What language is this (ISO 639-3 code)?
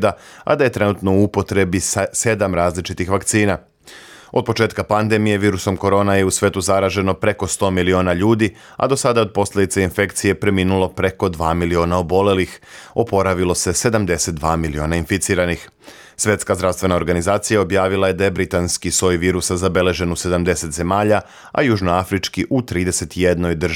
srp